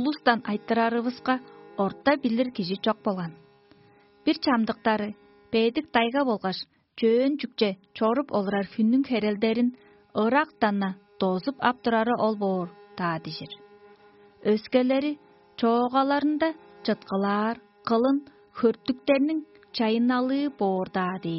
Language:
Tuvinian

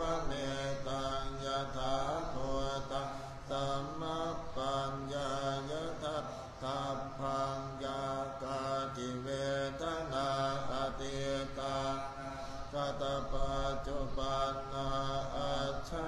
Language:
Pali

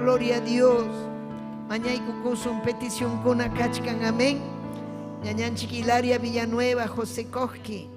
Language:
Ayacucho Quechua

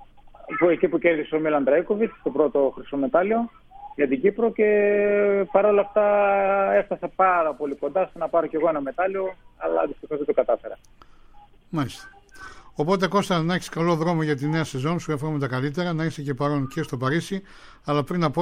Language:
Greek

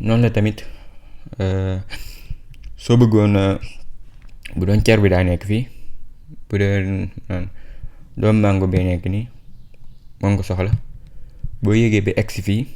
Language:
Wolof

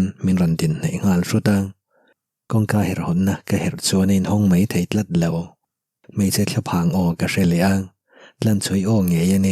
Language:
Mizo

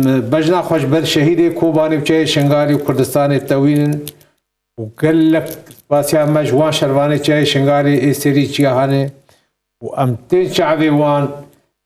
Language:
Kurdish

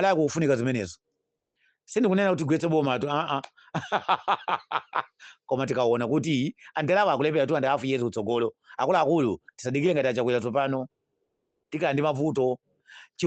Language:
Nyanja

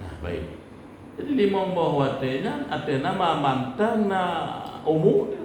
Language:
Achinese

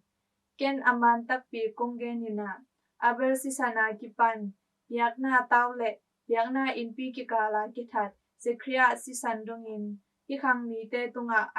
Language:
Tedim Chin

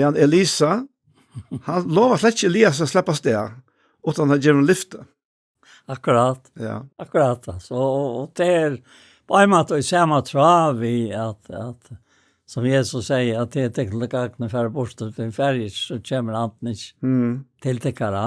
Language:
Faroese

